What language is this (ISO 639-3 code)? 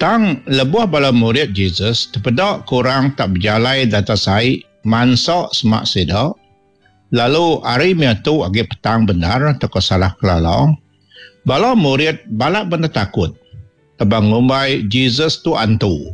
iba